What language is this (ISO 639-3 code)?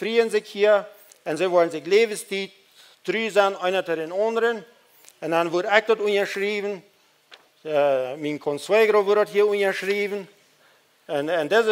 pdt